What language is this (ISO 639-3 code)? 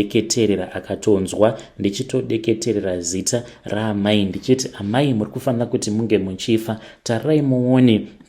sna